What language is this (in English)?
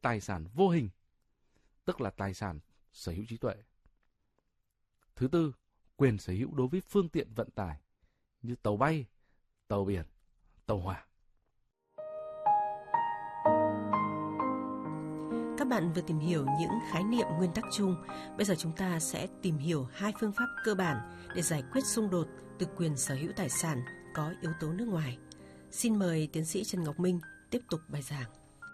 Vietnamese